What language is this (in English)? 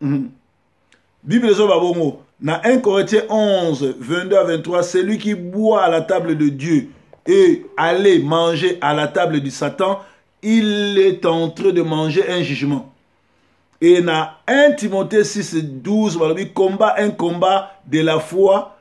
Lingala